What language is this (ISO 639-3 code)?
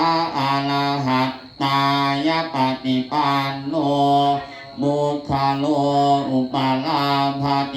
pli